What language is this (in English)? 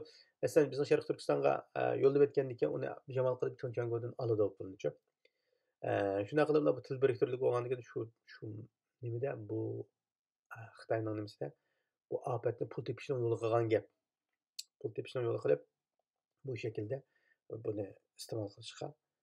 Uyghur